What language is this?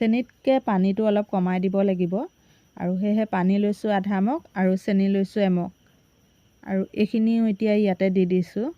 Assamese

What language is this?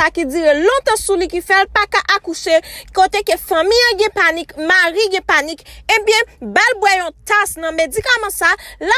Haitian Creole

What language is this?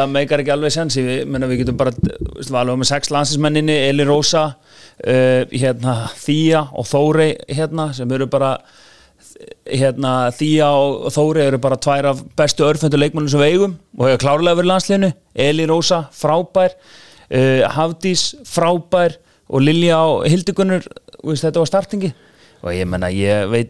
Icelandic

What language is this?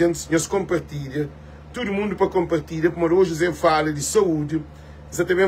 Kabuverdianu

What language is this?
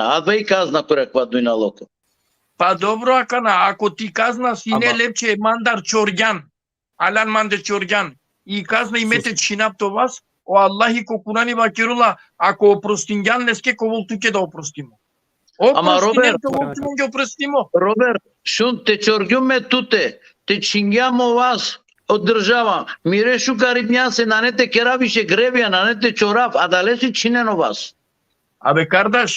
Balkan Romani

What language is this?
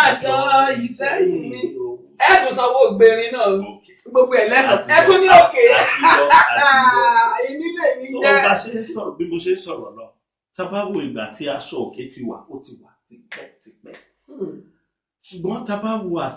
Yoruba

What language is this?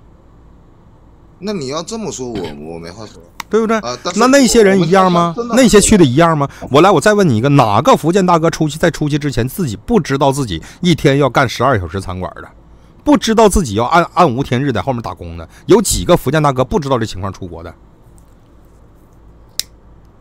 Chinese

